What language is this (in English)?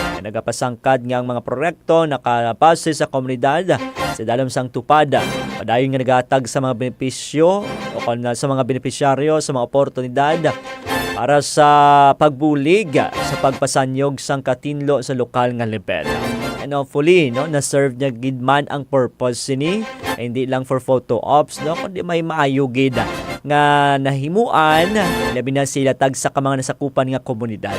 Hiligaynon